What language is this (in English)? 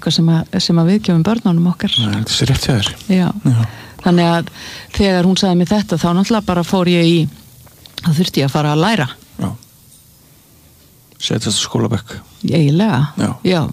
Icelandic